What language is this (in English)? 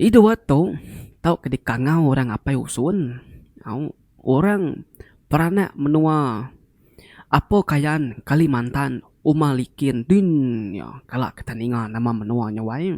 Iban